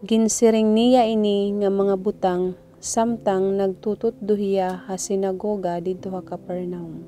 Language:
Waray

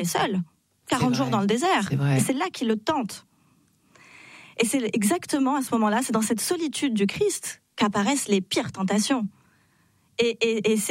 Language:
French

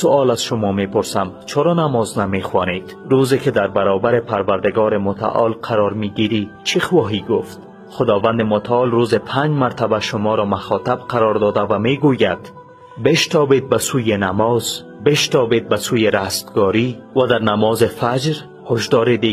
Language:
Tajik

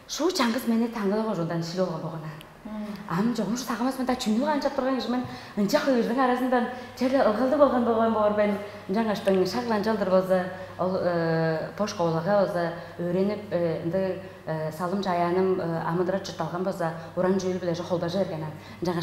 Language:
Tuvinian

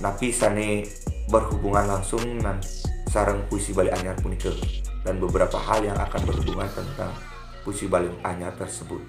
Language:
Balinese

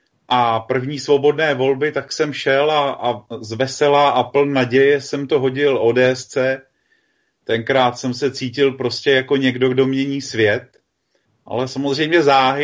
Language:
Czech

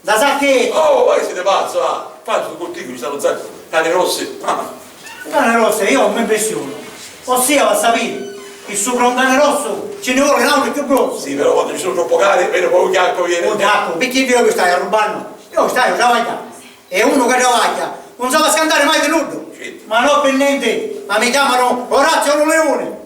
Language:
Sicilian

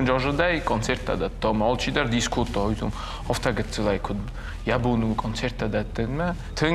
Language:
Ossetic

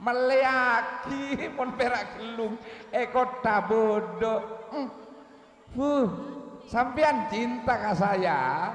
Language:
Madurese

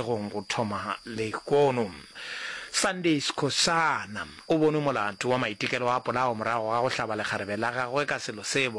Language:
Northern Sotho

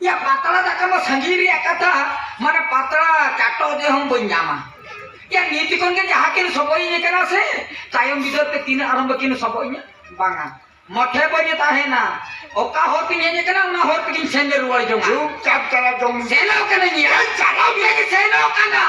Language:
Santali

